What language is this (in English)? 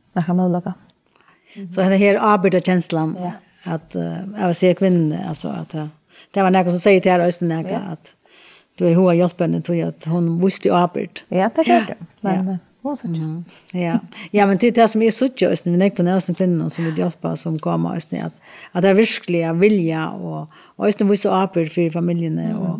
Faroese